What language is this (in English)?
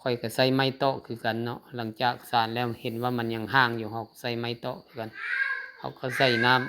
Lao